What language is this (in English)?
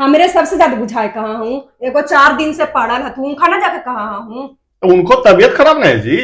Magahi